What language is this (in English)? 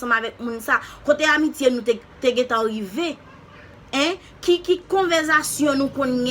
Haitian Creole